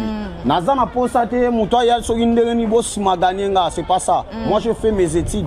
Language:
Lingala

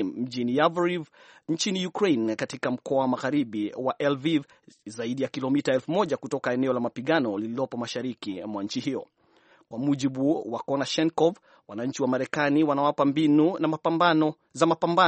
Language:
Swahili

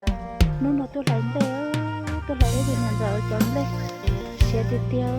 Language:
Hmong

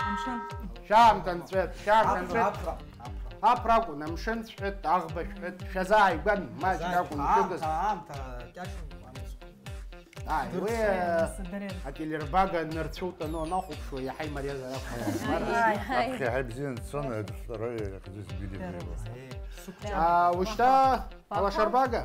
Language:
Abkhazian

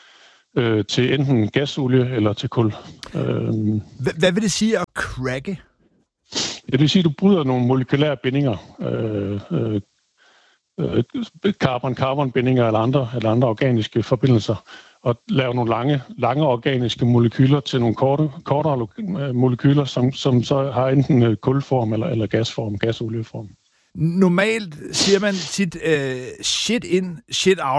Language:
Danish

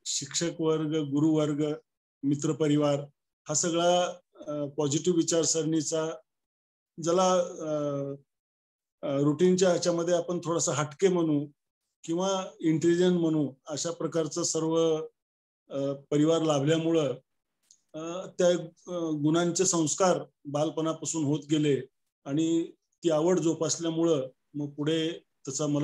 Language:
Marathi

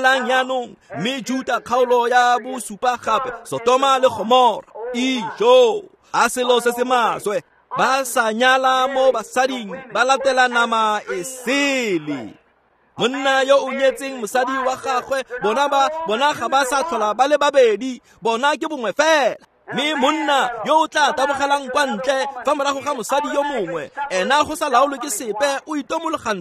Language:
Tswana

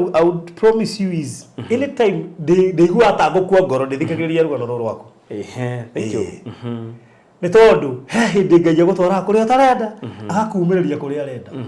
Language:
Kikuyu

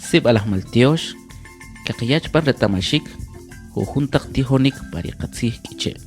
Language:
Kʼicheʼ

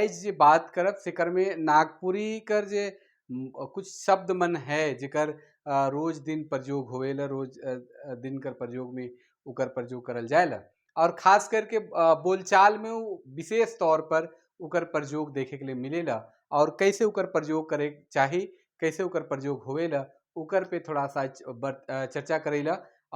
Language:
Sadri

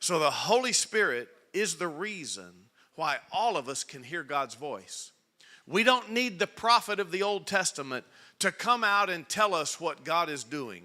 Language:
English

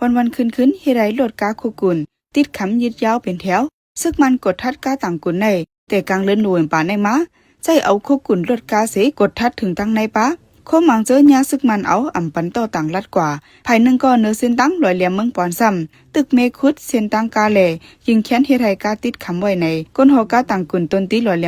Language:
Shan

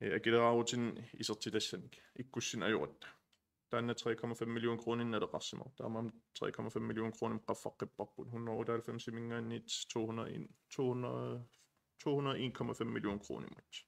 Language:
Kalaallisut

